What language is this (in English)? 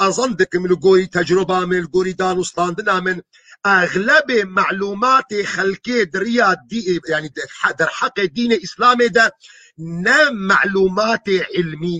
Kurdish